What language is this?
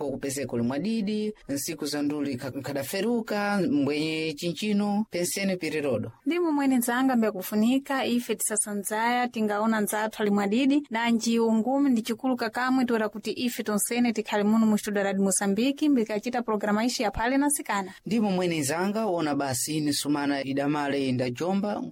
Sena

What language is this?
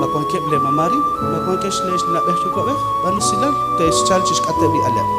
Kekchí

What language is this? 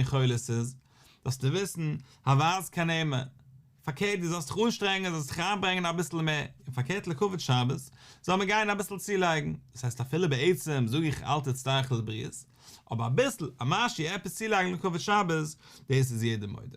Yiddish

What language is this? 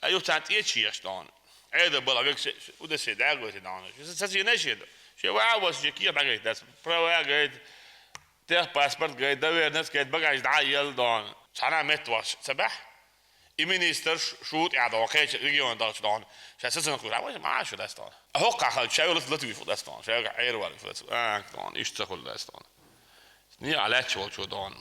Chechen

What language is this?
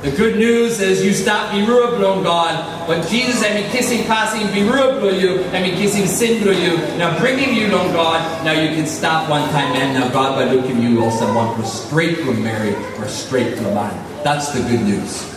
Tok Pisin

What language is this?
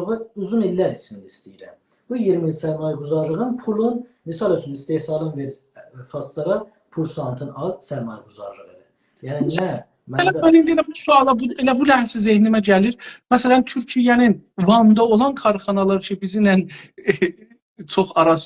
South Azerbaijani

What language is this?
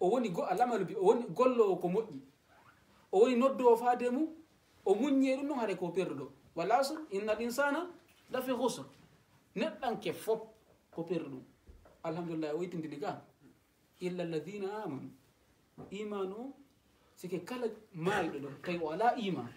Fula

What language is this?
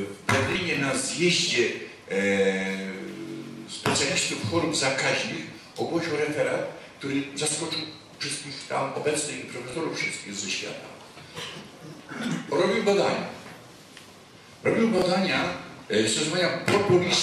Polish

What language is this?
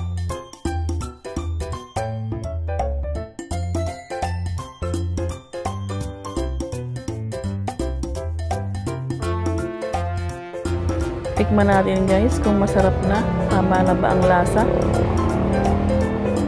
Filipino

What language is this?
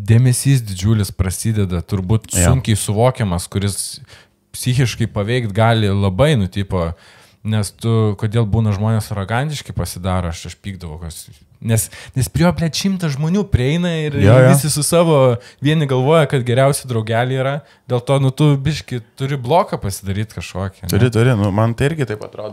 Lithuanian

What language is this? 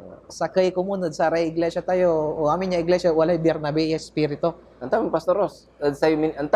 Pangasinan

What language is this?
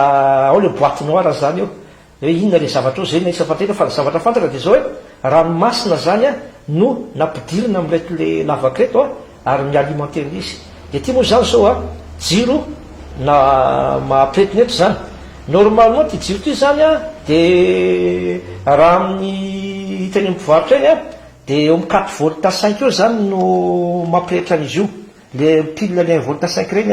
Malagasy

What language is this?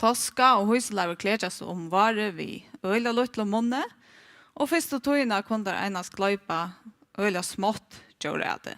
Faroese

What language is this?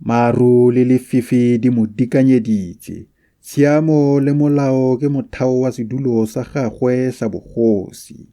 Tswana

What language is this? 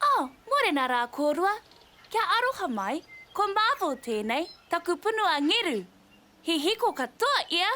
Māori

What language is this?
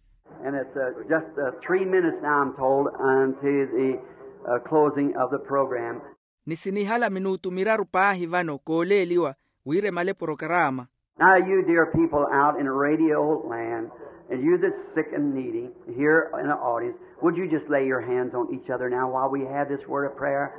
Makhuwa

